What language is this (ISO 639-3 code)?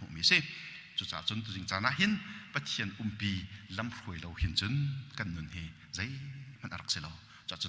cnh